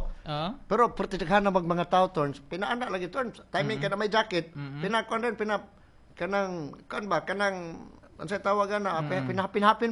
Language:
Cebuano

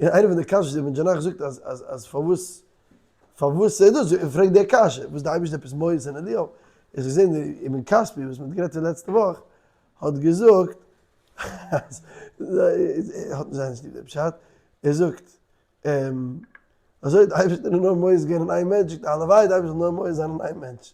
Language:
Yiddish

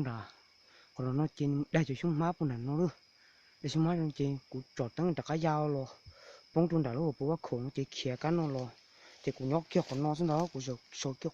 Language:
Hmong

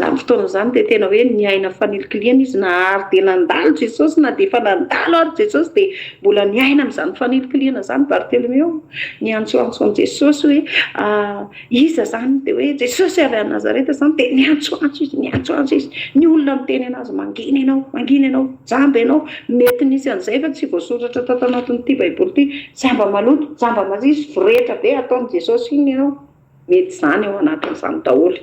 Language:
Malagasy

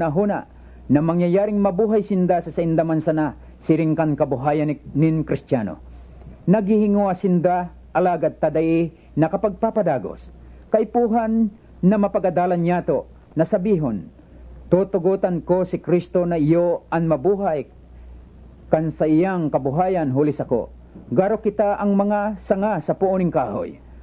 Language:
Bikol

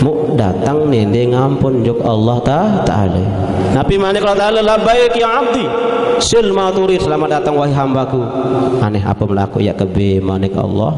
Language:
Sasak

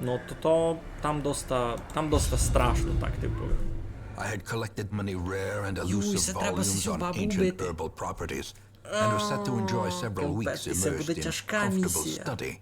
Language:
Rusyn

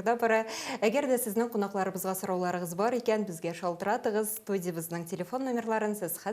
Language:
Tatar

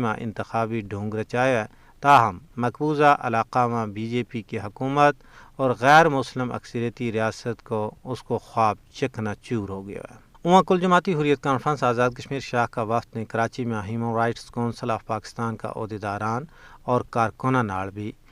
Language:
Gujari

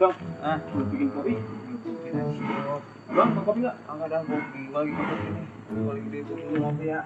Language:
Betawi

